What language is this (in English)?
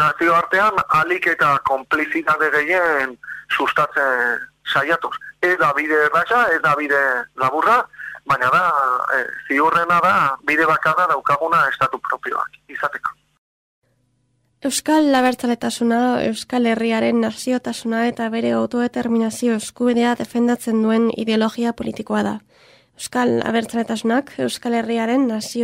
Basque